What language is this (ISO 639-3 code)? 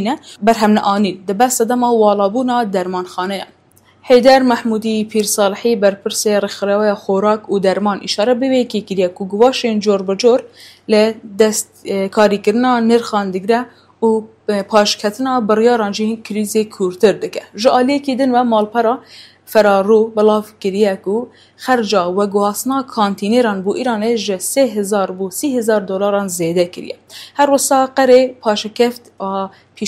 kur